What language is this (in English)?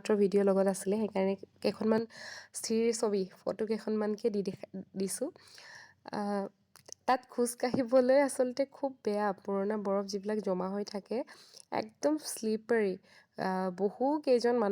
Assamese